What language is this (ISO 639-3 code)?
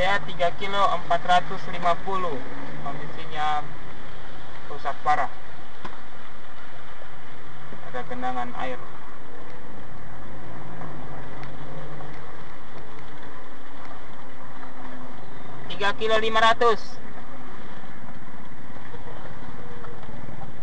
ind